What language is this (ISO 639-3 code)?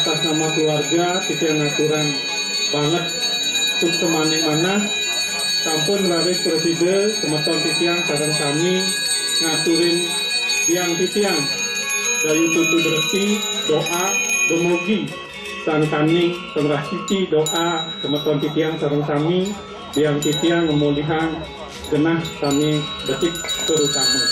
ban